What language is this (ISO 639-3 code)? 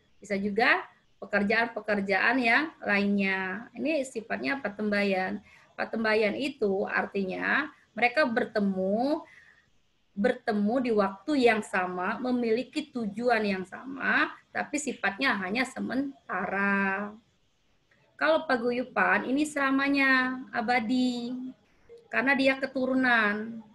ind